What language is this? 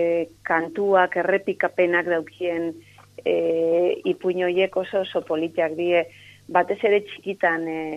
Basque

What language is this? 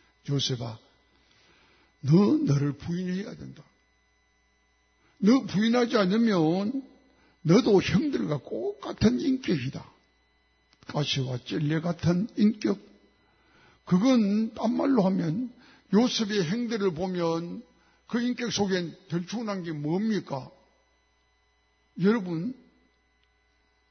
Korean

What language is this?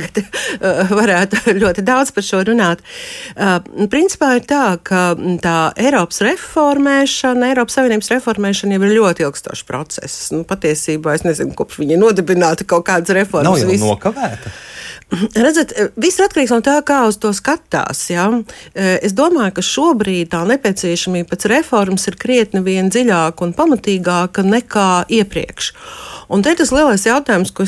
Latvian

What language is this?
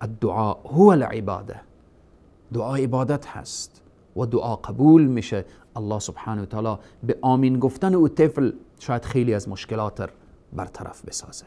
Persian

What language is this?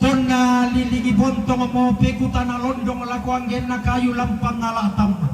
Toraja-Sa'dan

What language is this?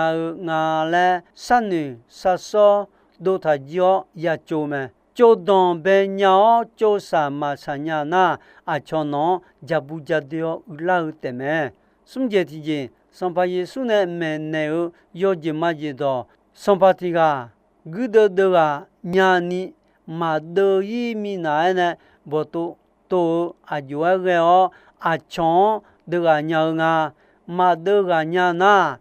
Akha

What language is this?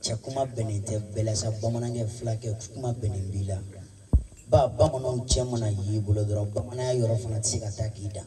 Bambara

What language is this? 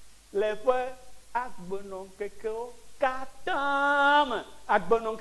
Ewe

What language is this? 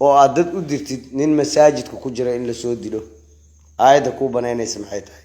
Somali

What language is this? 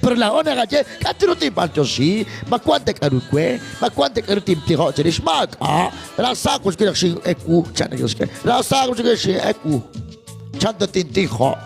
Kekchí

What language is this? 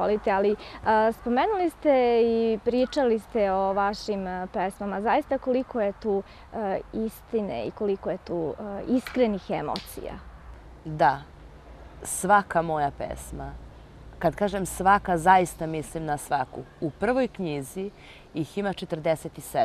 Serbian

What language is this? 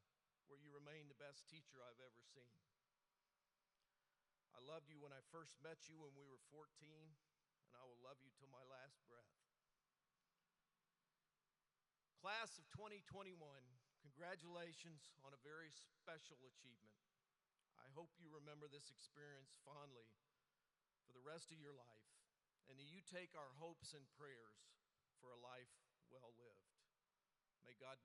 English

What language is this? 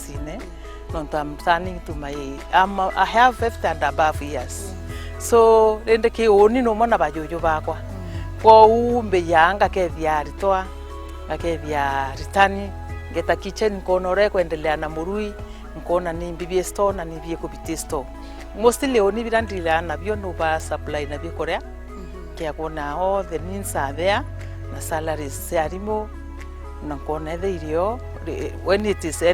Meru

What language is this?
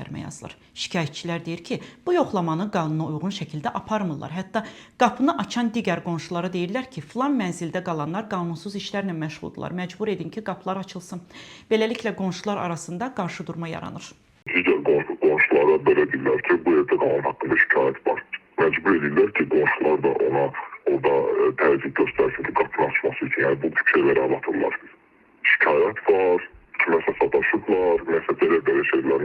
Azerbaijani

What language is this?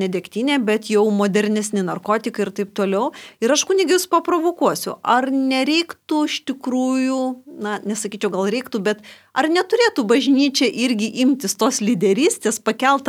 Lithuanian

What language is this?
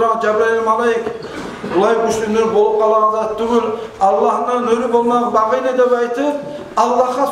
Kumyk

